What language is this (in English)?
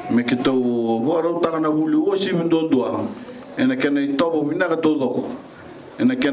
Fijian